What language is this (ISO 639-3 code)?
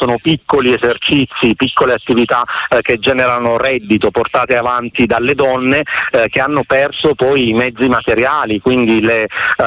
ita